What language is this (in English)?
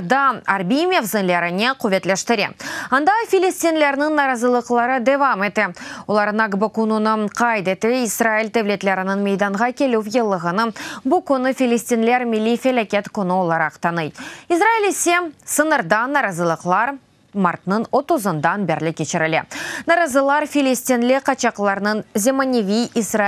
Crimean Tatar